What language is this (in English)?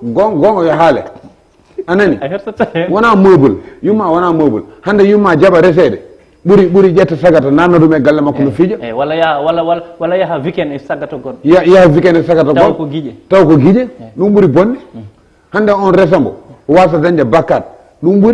Fula